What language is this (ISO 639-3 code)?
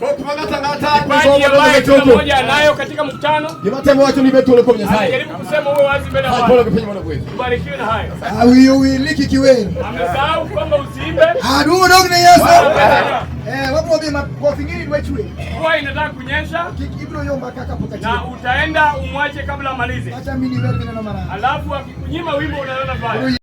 luo